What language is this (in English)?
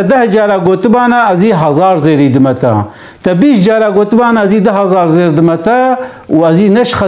Kurdish